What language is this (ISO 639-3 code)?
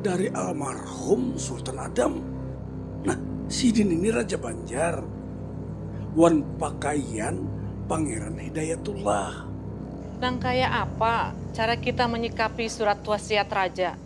bjn